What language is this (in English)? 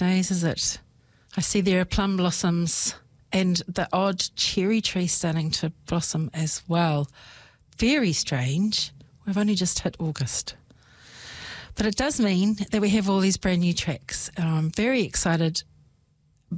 English